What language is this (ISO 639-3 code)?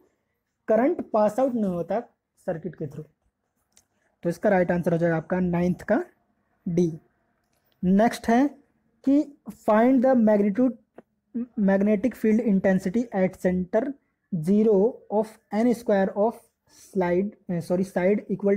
hin